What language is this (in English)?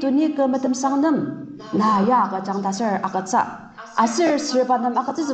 Ao Naga